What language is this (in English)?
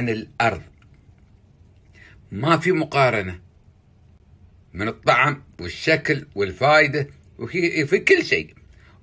Gulf Arabic